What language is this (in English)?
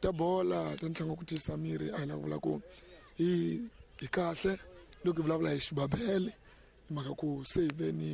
Tsonga